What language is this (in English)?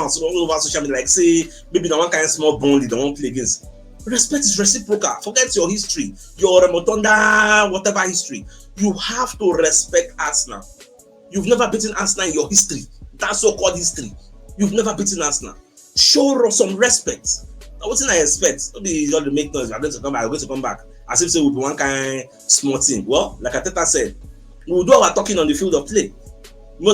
Nigerian Pidgin